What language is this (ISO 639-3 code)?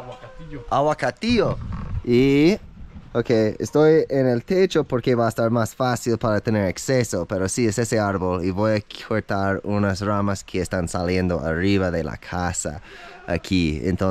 spa